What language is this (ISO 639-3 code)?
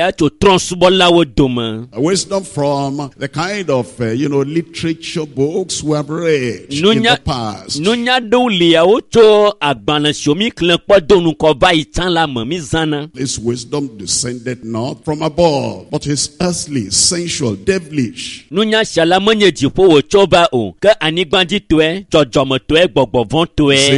ewe